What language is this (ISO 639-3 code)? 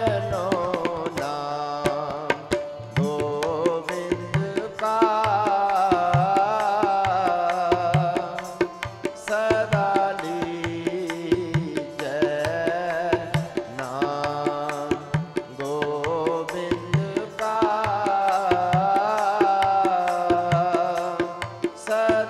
pan